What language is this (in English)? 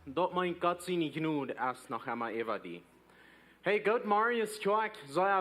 Plautdietsch